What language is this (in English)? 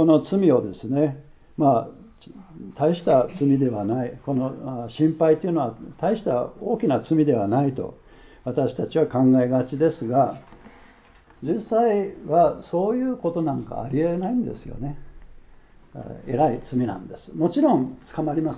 Japanese